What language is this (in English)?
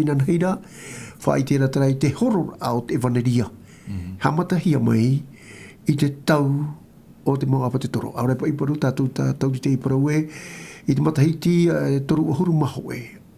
Tahitian